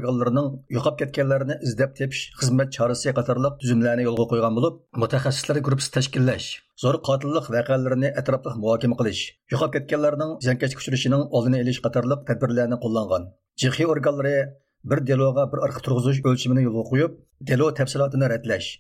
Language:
Uyghur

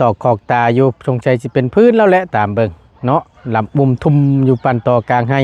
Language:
Lao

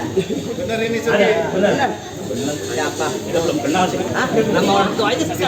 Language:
Betawi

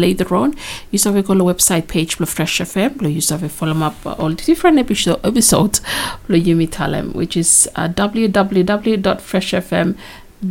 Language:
Bislama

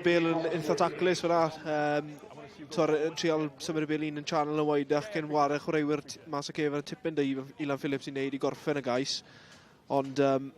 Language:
Welsh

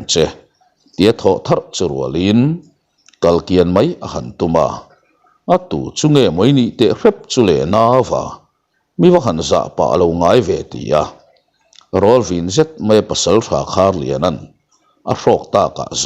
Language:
Mizo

